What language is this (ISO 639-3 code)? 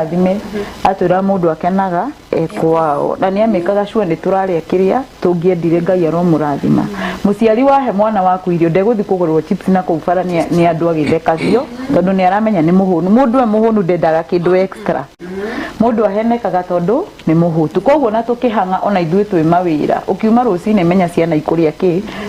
kik